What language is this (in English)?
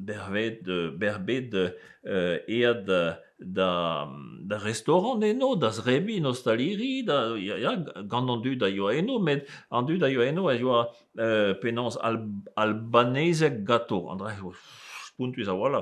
Breton